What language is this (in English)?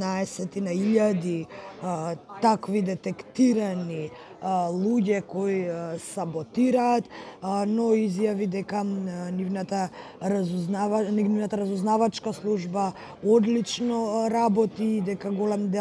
Macedonian